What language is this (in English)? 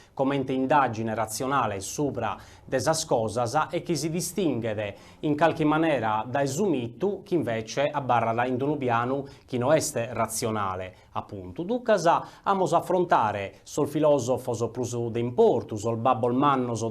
Sardinian